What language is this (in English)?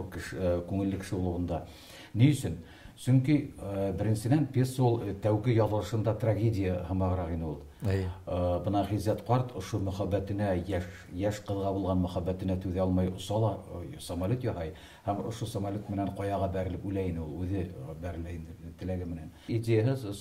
Bashkir